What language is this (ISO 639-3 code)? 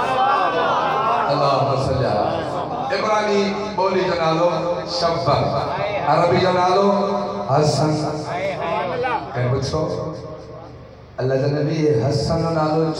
snd